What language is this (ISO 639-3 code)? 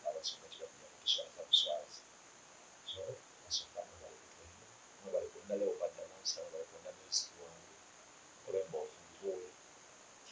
xog